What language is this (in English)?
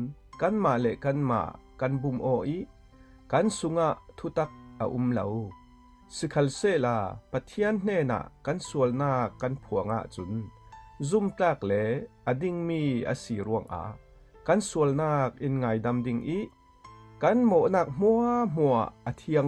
Falam Chin